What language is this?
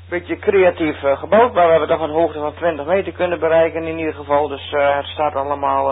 Dutch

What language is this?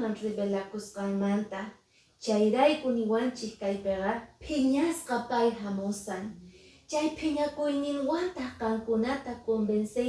Quechua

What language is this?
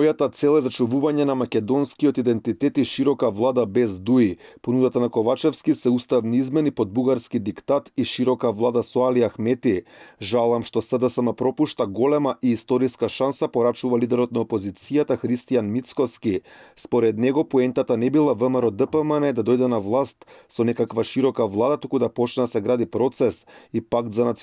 Macedonian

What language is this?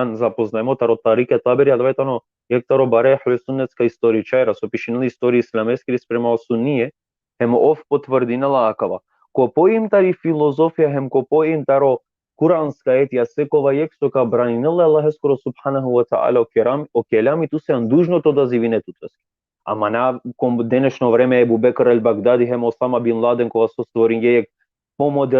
Balkan Romani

